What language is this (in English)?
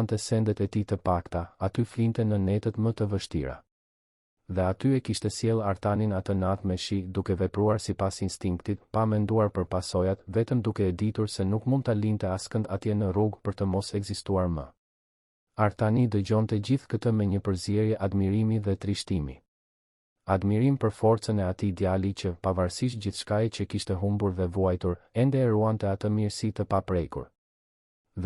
Albanian